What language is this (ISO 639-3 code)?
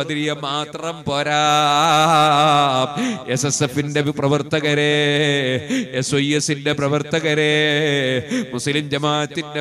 mal